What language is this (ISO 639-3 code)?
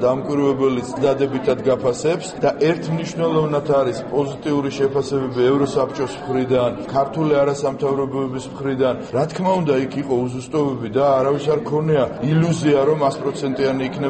kat